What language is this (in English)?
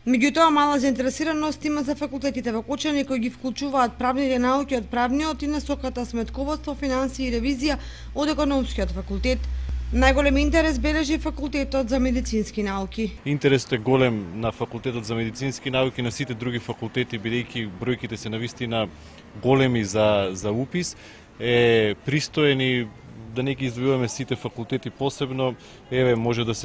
Macedonian